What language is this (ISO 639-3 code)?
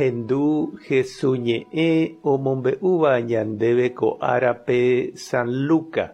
grn